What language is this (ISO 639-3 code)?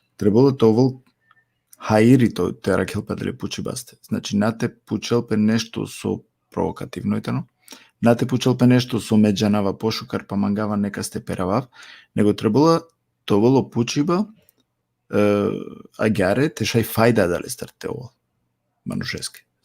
rmn